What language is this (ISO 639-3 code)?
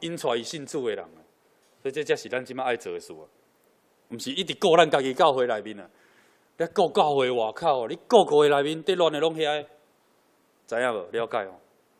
nan